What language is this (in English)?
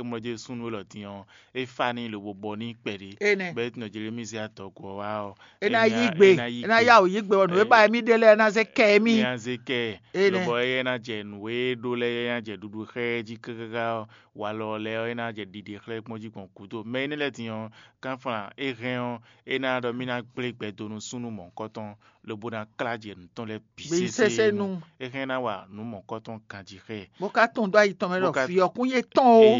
Fon